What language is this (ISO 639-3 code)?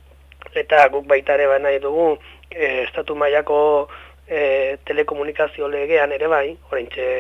eus